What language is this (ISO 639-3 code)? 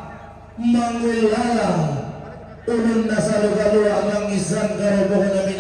sda